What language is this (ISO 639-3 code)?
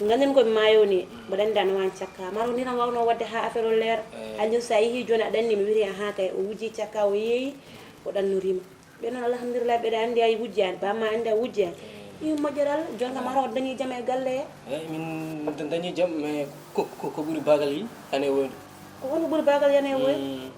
ful